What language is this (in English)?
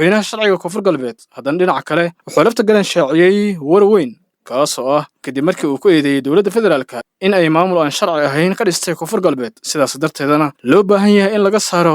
Somali